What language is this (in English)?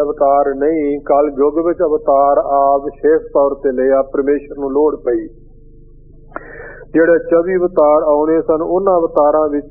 Punjabi